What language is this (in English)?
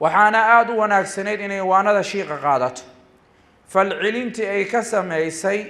Somali